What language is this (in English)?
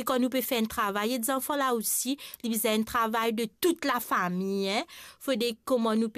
Morisyen